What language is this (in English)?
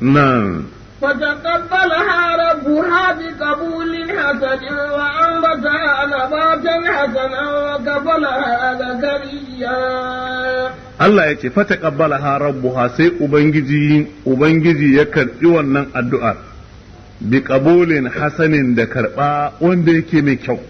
Hausa